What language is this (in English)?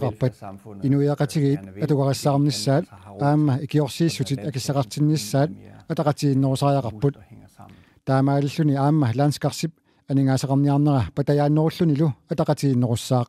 Kalaallisut